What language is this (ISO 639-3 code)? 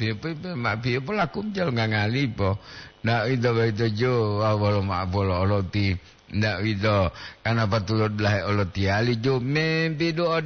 gor